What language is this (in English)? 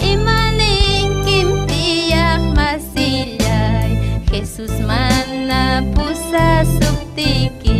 Ayacucho Quechua